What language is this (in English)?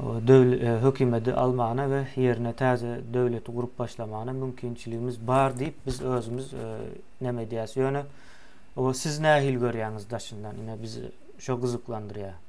Turkmen